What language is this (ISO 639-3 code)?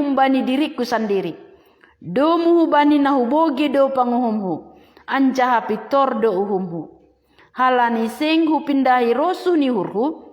bts